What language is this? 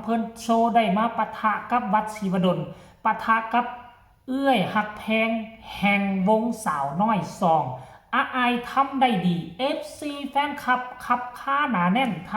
Lao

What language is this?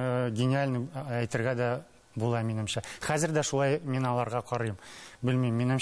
Tatar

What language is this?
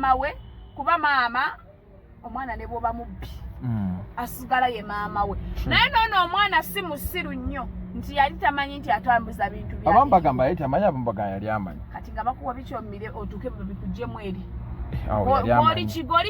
Ganda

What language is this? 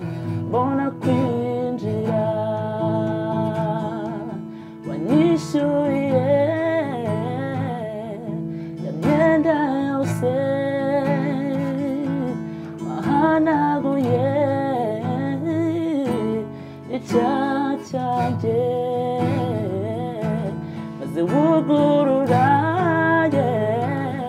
Kinyarwanda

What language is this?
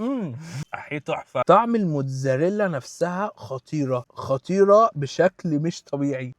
Egyptian Arabic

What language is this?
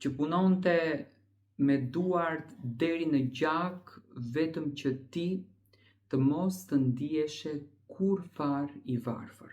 Albanian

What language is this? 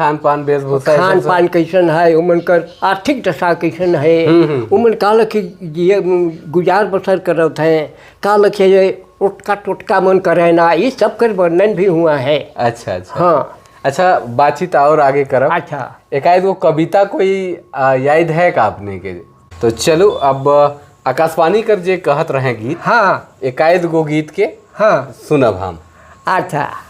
Sadri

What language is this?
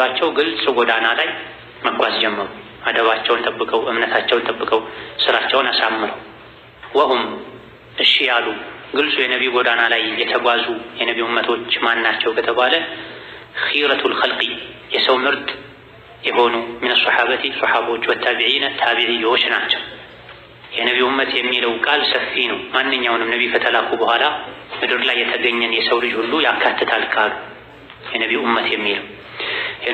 Amharic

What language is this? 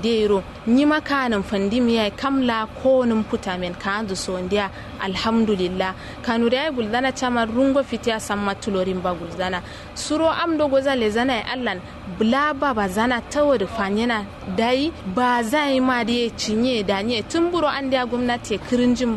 Kanuri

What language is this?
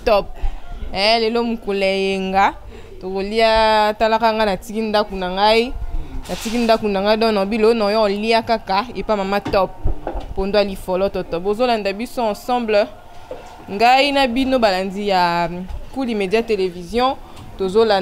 Lingala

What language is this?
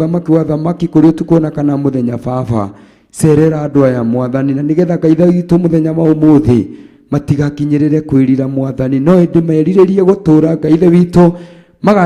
Kikuyu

